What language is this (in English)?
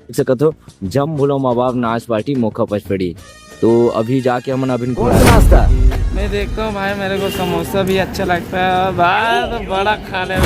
Chhattisgarhi